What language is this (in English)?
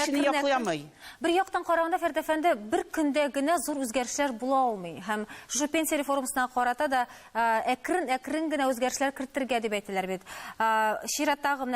Tatar